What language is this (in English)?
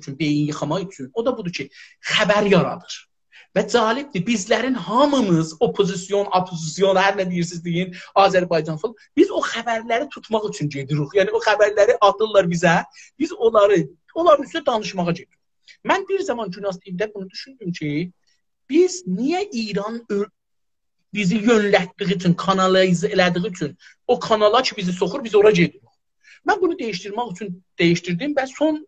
South Azerbaijani